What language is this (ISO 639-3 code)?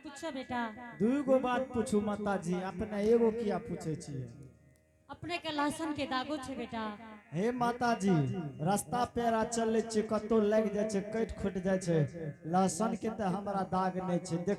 anp